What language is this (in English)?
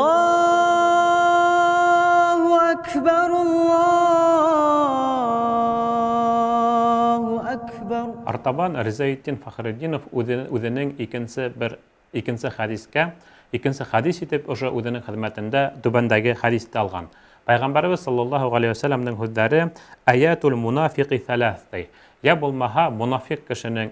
Bashkir